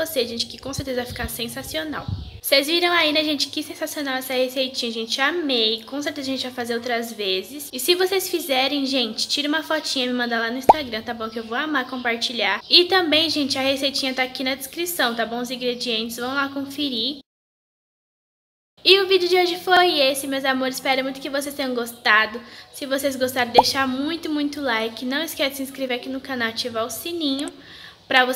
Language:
Portuguese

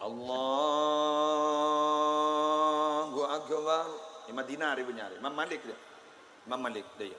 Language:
Madurese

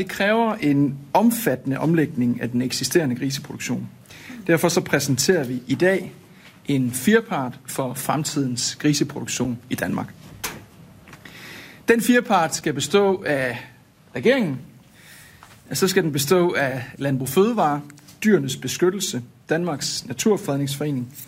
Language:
Danish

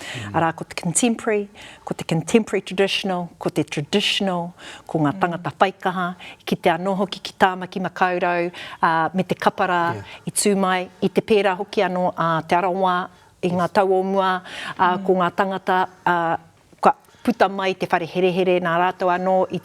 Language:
Māori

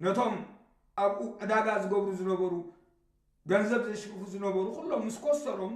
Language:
Tigrinya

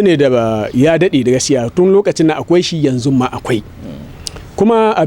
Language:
Hausa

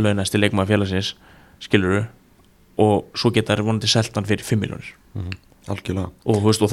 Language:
Icelandic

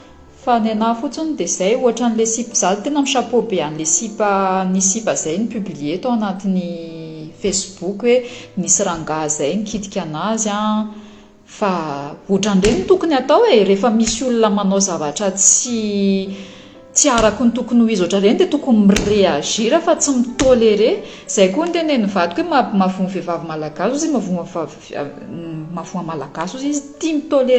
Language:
Malagasy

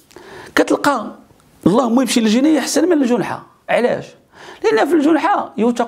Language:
Moroccan Arabic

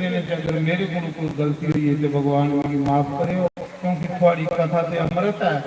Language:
Dogri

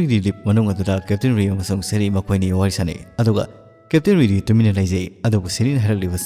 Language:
Manipuri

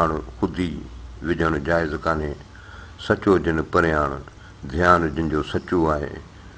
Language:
Sindhi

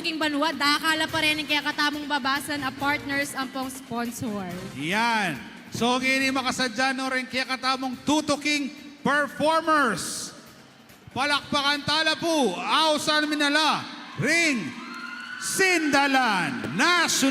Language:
Pampanga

